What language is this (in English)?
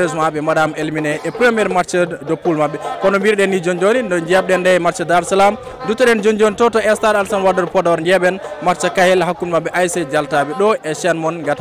Fula